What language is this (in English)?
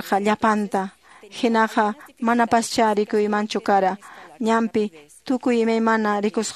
Quechua